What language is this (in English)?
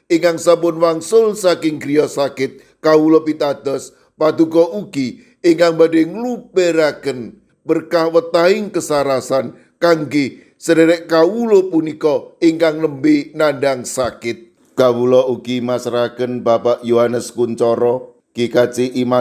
Javanese